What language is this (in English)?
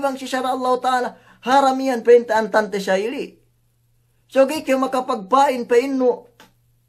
Yakan